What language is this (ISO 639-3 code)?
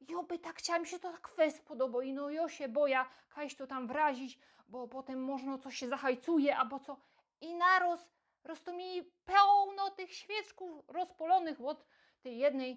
szl